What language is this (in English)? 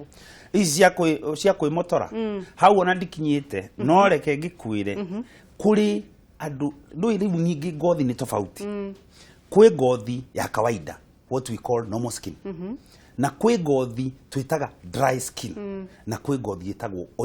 Kikuyu